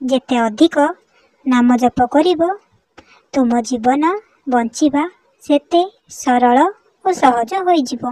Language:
Odia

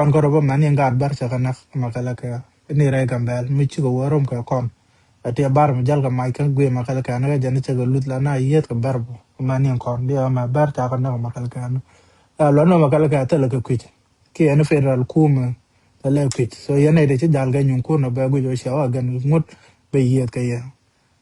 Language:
Nuer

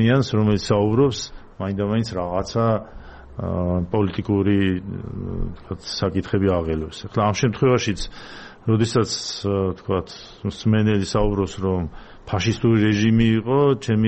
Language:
Georgian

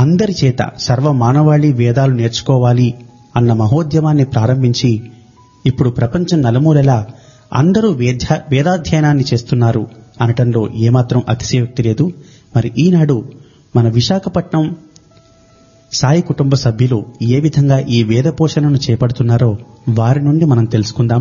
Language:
Telugu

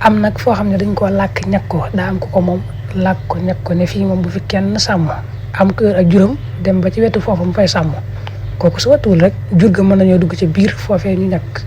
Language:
Wolof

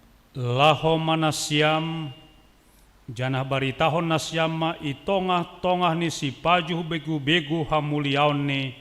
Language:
Batak Simalungun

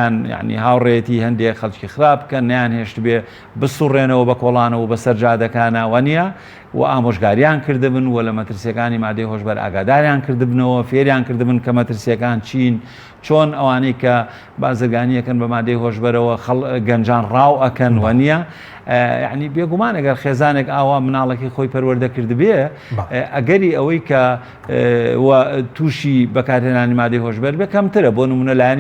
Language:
Central Kurdish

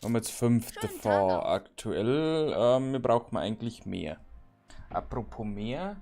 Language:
Bavarian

